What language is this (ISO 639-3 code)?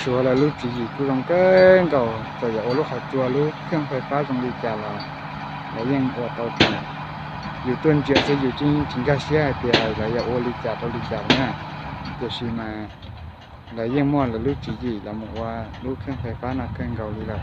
hmn